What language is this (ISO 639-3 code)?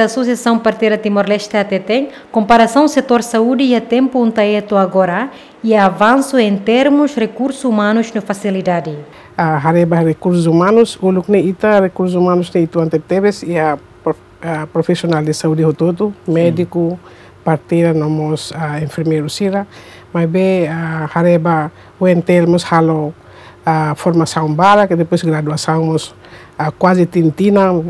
tet